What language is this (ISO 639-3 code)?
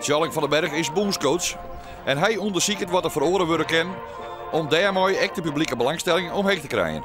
fry